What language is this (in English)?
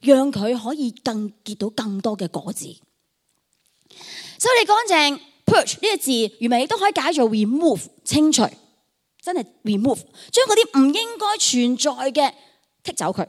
Cantonese